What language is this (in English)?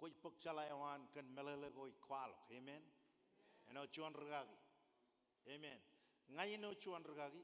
Marshallese